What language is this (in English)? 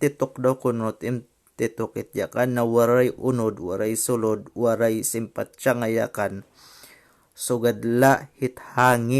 Waray